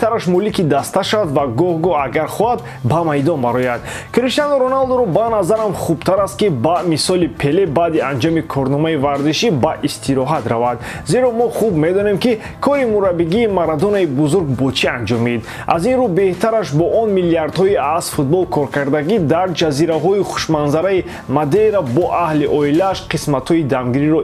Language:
Tajik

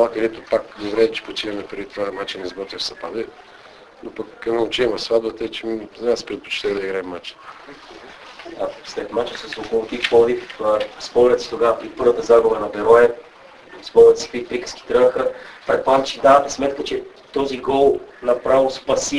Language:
Bulgarian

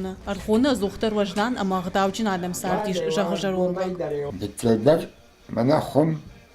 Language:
Ossetic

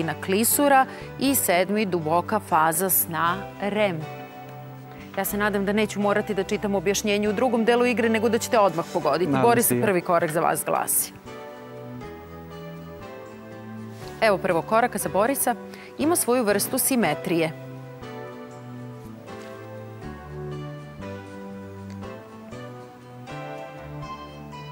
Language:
Serbian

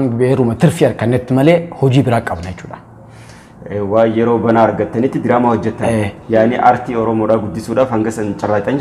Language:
Oromo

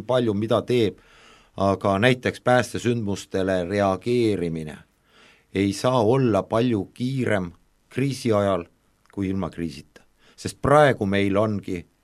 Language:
Estonian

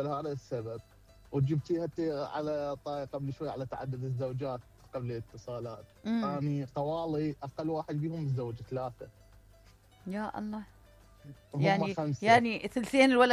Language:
Mesopotamian Arabic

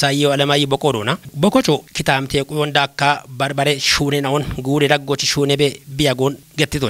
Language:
Kafa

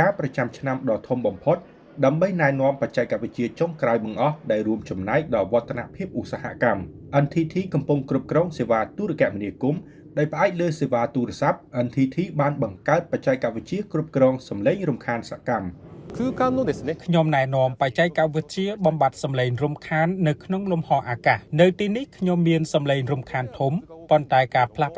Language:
Khmer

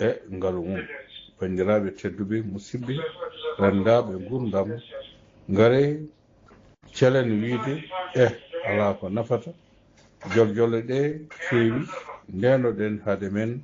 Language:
Fula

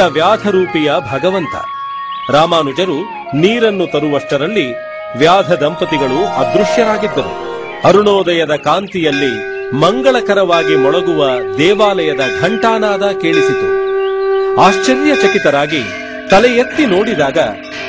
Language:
Kannada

